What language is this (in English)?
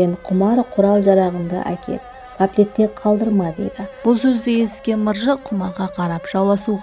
Kara-Kalpak